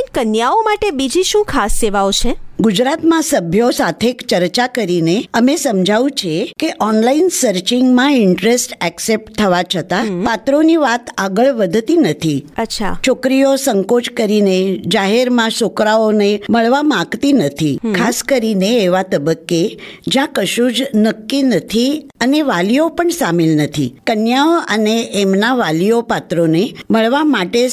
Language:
Gujarati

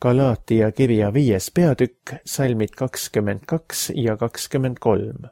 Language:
Estonian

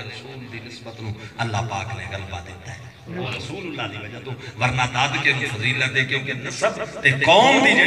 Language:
Saraiki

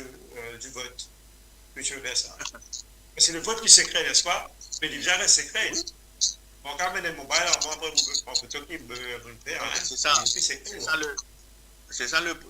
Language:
Morisyen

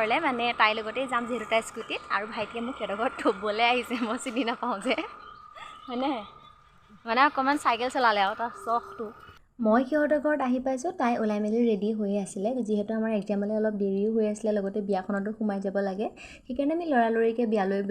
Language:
Assamese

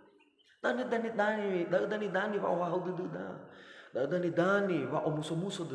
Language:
Nias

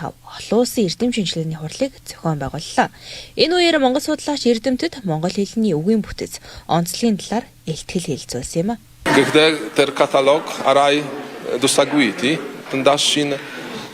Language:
Mongolian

